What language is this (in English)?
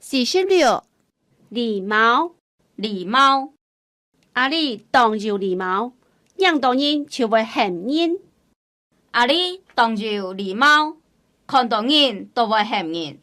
Hakka Chinese